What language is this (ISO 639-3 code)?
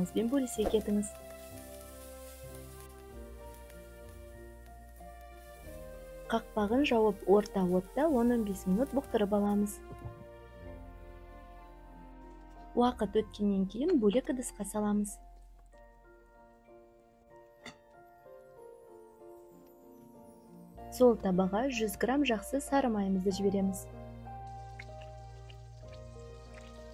kaz